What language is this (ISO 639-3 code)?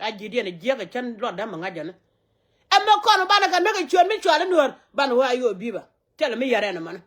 nus